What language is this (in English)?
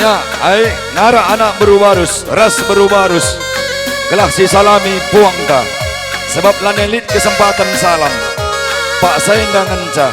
Batak Karo